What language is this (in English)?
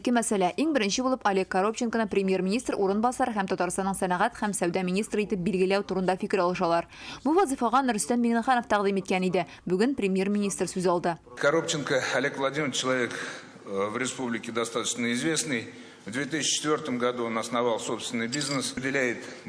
Tatar